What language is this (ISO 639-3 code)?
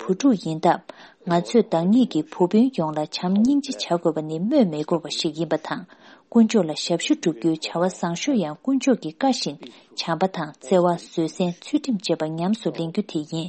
bod